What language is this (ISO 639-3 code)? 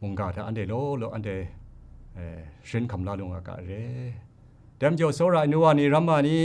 kac